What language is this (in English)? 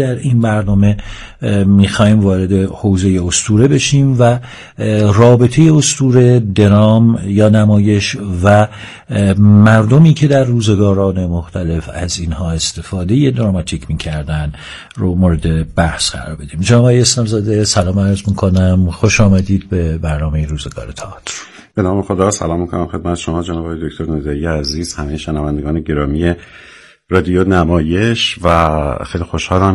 Persian